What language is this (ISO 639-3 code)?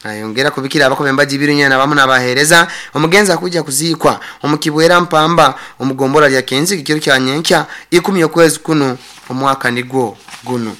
nyo